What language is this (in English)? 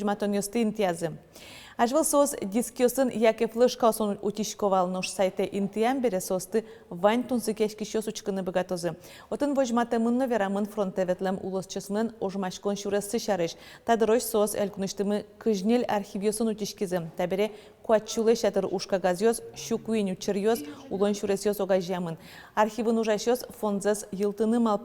Udmurt